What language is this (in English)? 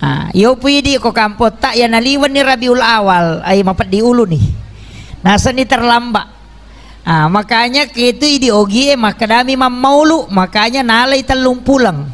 Buginese